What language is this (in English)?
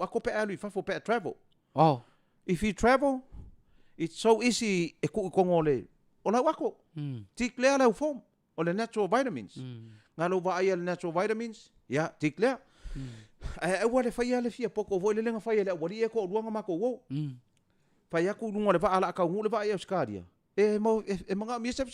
Samoan